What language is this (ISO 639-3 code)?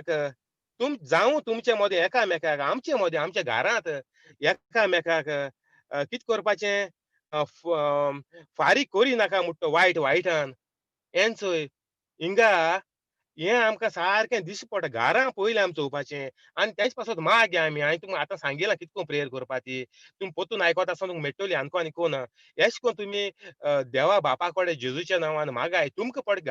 kok